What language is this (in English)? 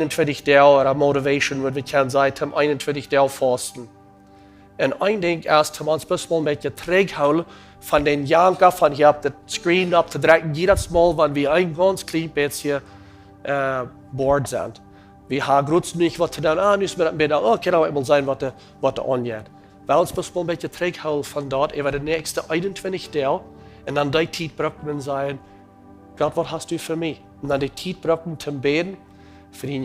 Plautdietsch